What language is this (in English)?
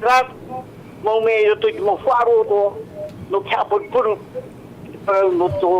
Tahitian